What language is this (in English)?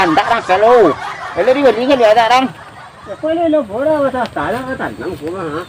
Minangkabau